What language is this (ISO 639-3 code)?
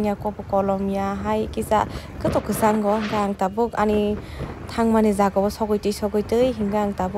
trp